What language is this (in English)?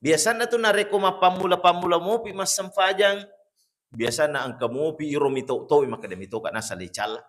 Buginese